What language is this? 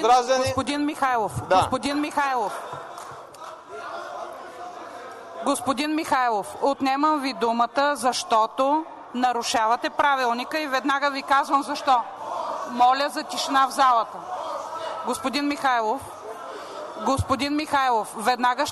Bulgarian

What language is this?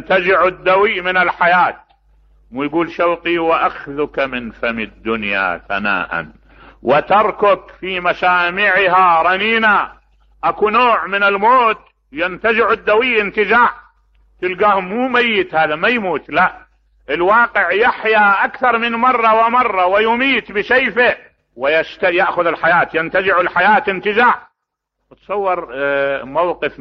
Mesopotamian Arabic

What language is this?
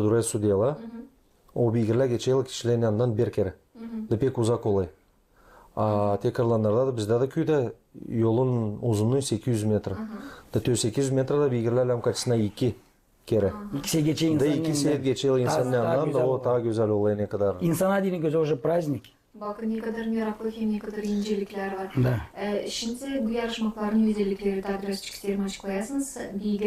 Gagauz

